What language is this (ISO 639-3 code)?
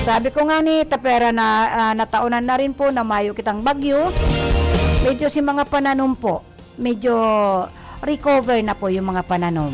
bik